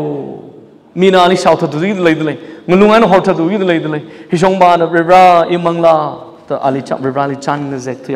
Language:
Tangkhul Naga (India)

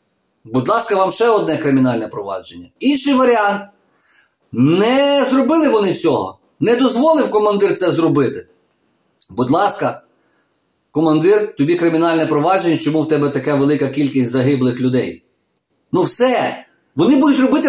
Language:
Ukrainian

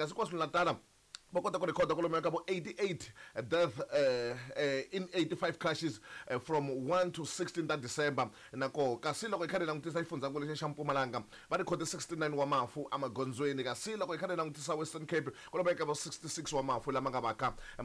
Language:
Tsonga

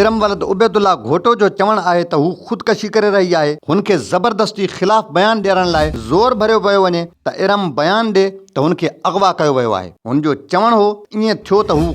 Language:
Sindhi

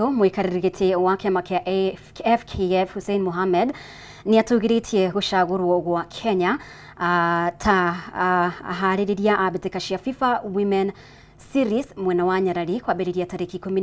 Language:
Kikuyu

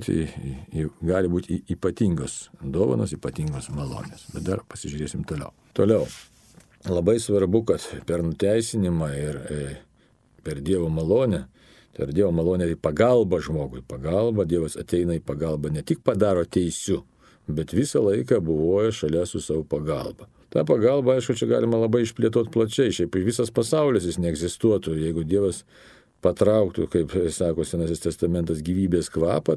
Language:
Lithuanian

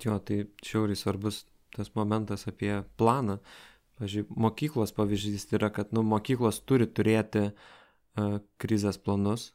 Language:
Lithuanian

